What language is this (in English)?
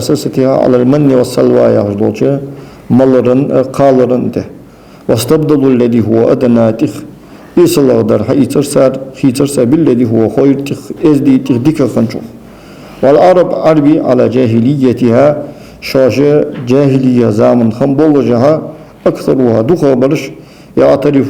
Ingush